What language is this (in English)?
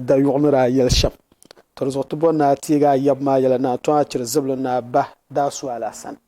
Dagbani